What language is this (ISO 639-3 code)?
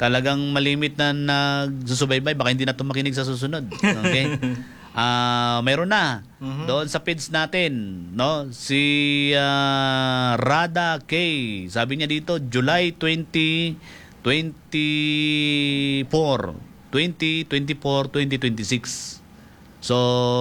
fil